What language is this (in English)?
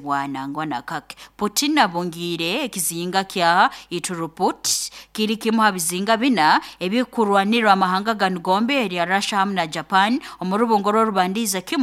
Nyoro